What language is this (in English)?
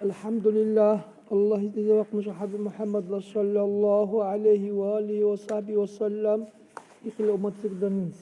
Dargwa